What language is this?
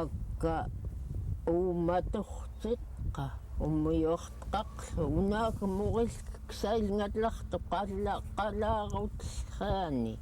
Central Yupik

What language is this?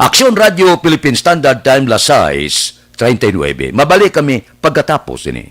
Hiligaynon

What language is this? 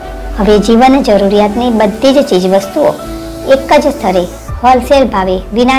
Gujarati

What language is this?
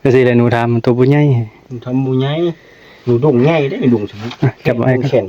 Northeastern Thai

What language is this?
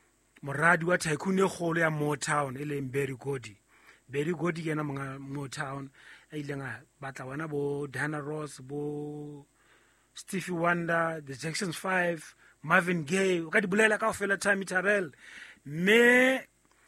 Southern Sotho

